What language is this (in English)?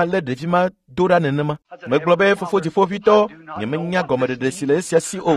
Ewe